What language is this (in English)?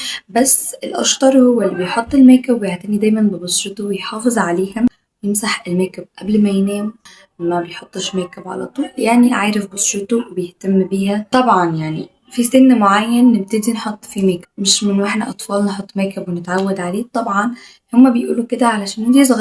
Egyptian Arabic